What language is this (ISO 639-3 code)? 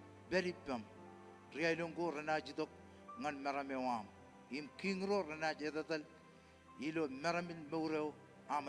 mah